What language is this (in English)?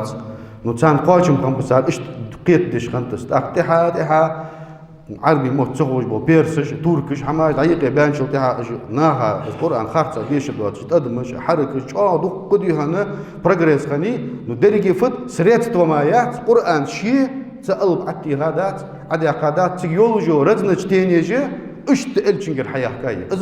Ingush